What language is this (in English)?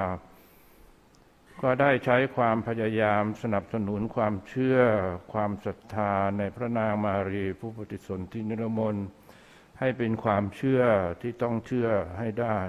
Thai